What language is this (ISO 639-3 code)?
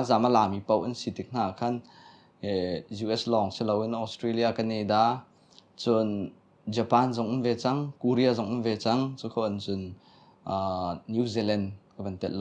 cnh